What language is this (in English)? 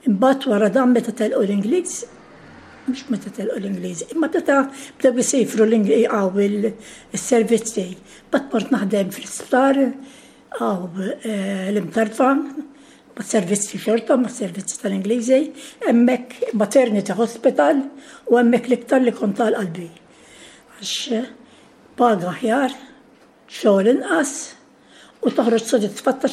Maltese